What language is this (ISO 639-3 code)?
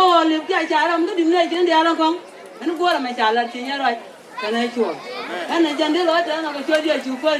nus